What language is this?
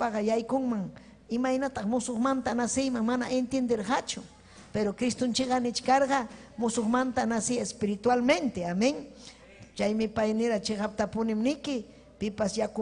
Ayacucho Quechua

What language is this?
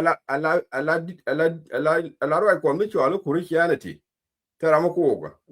Nuer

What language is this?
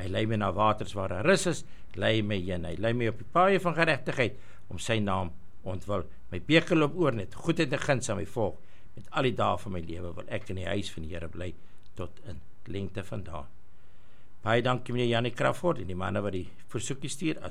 Afrikaans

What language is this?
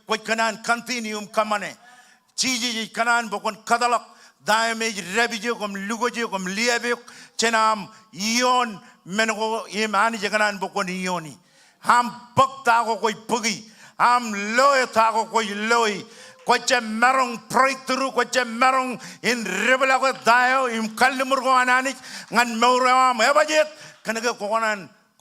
Marshallese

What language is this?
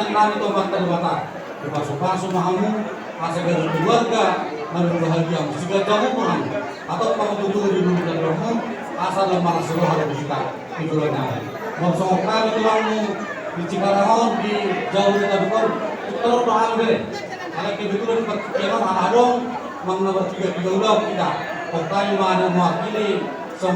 Batak Toba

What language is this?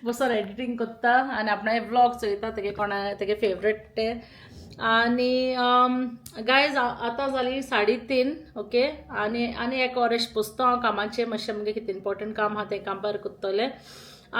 Konkani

